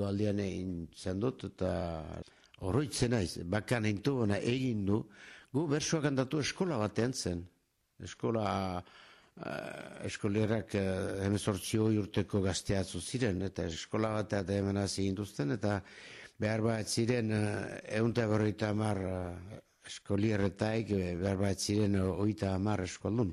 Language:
Basque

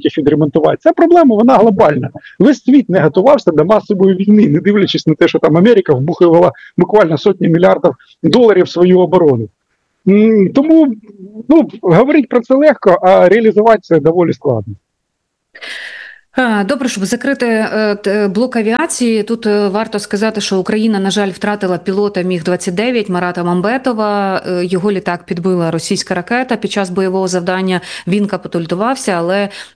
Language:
Ukrainian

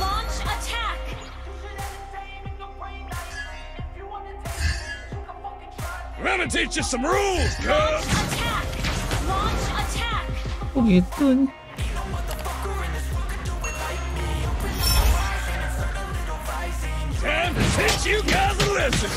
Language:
Indonesian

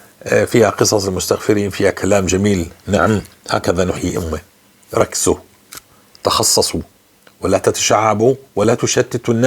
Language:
North Levantine Arabic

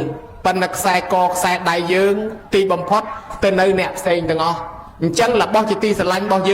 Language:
Khmer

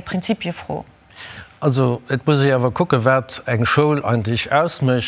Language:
Luxembourgish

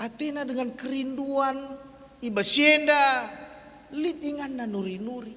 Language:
Batak Karo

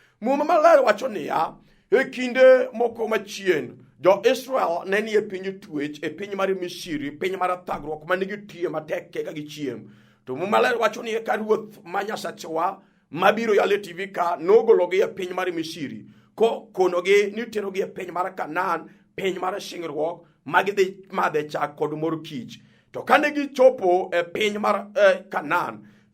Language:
Luo (Kenya and Tanzania)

